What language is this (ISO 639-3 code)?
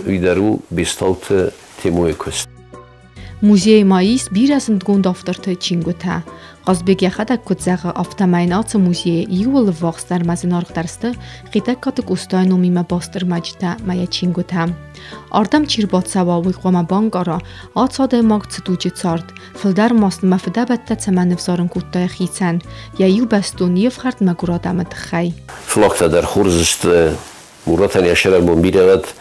oss